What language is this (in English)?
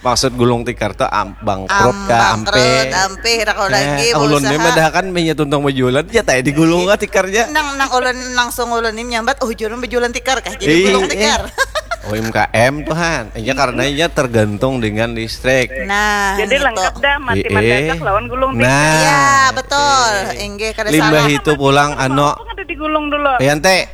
Banjar